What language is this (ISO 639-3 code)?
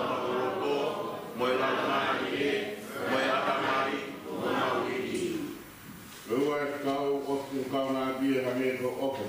ton